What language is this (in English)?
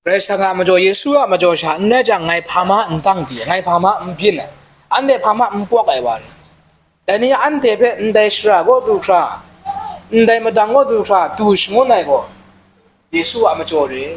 Kachin